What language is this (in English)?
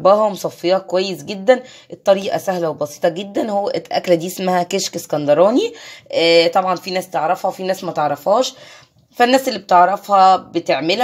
Egyptian Arabic